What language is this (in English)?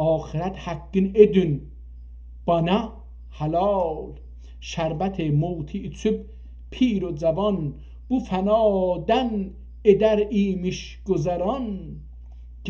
South Azerbaijani